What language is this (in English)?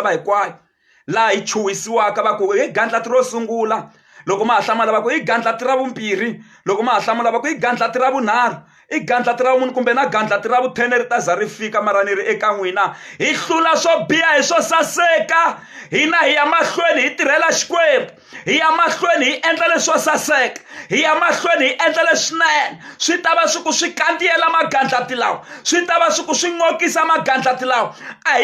Tsonga